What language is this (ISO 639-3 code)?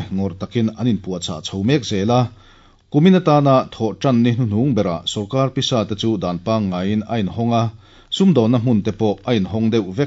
lus